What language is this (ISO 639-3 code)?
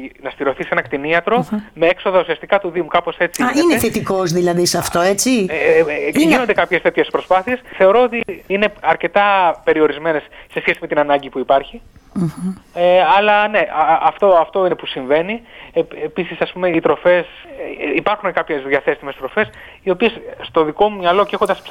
ell